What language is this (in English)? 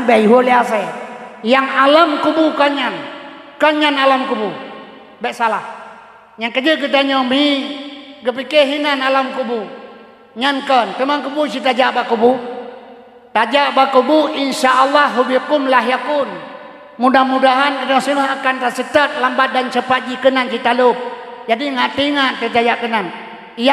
Achinese